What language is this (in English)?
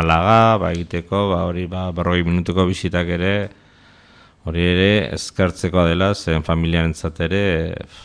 Basque